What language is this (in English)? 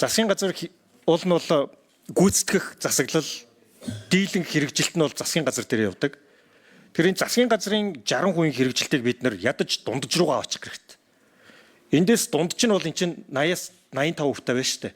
Mongolian